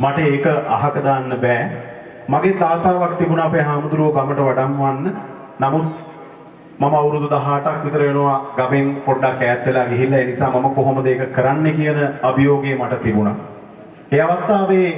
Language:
Sinhala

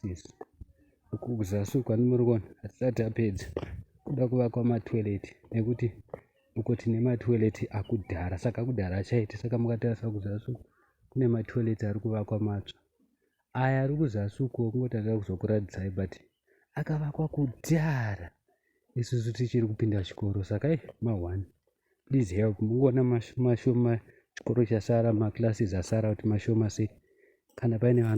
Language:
Shona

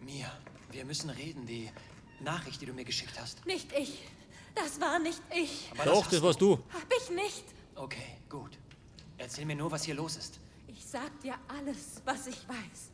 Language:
Bavarian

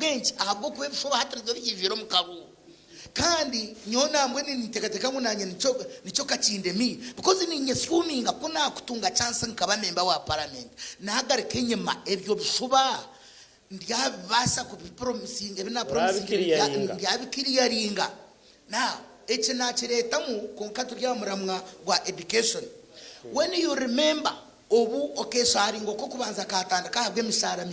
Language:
Nyankole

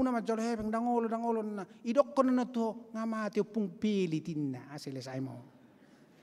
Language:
Batak Toba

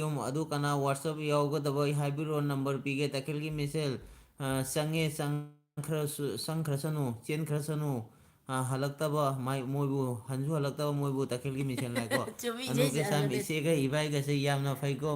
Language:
Manipuri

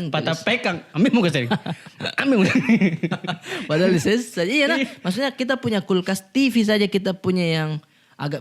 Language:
Makassar Malay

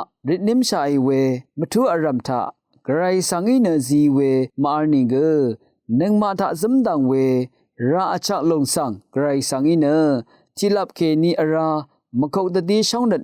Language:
Rawang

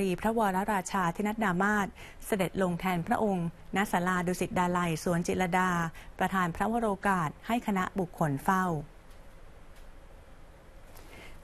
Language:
Thai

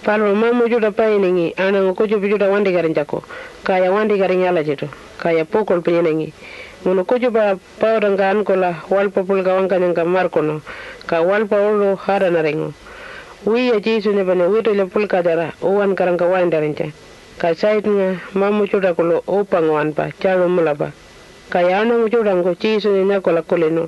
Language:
Pitjantjatjara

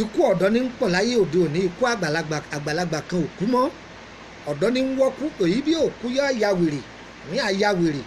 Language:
Yoruba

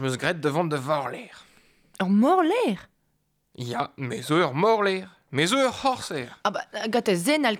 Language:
Breton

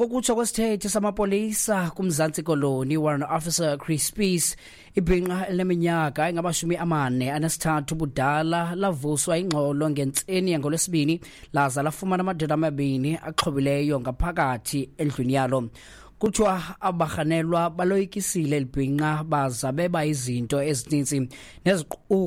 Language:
Xhosa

